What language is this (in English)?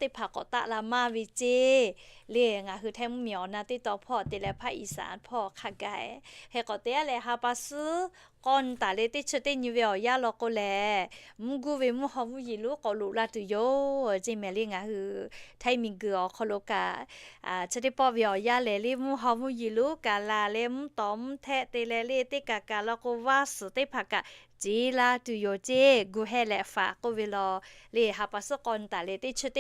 Lahu